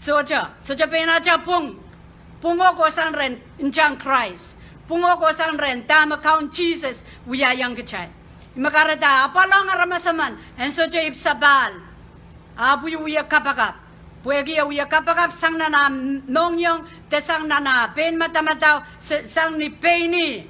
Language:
Pohnpeian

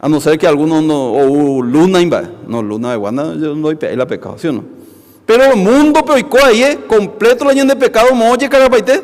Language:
Guarani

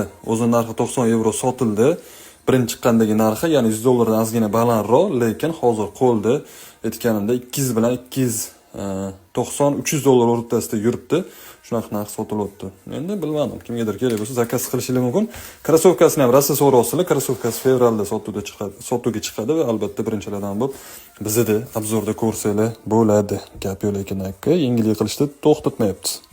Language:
Uzbek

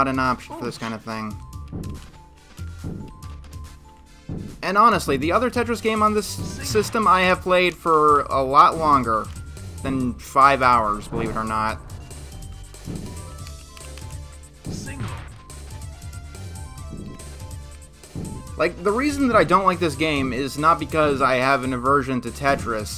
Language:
English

